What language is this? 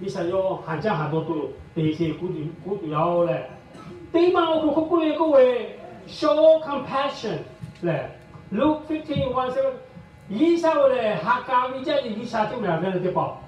Lahu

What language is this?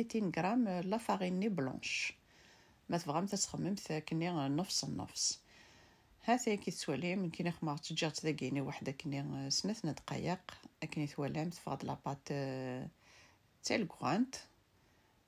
Kabyle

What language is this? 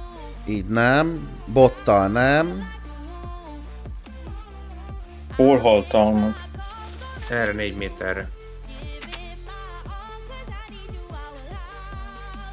Hungarian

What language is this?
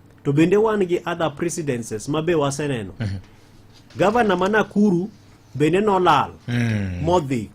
Luo (Kenya and Tanzania)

